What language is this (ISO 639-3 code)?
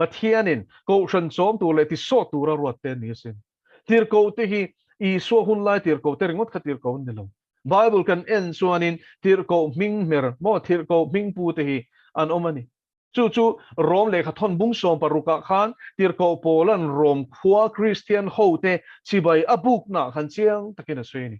lus